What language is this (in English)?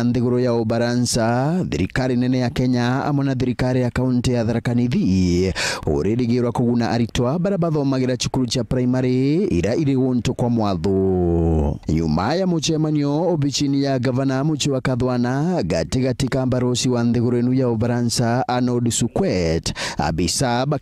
Meru